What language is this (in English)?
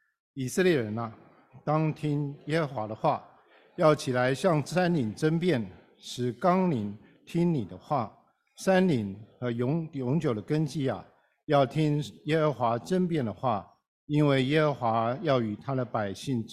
Chinese